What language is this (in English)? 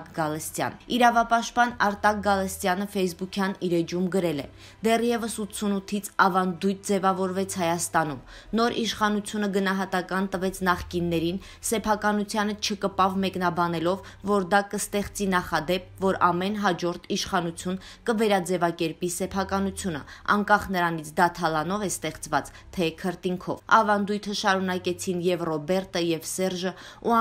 Armenian